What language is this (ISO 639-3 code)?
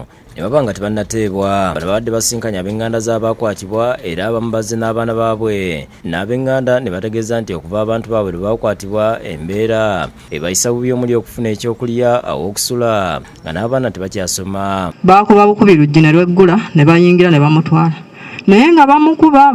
lug